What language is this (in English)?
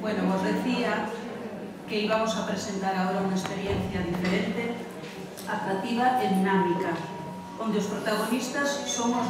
Galician